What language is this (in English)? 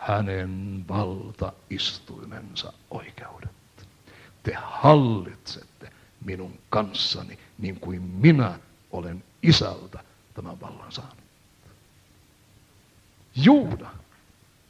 Finnish